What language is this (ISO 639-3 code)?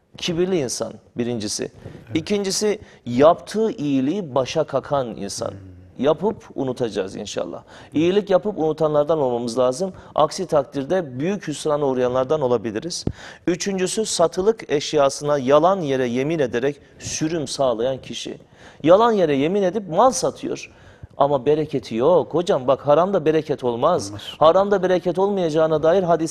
tur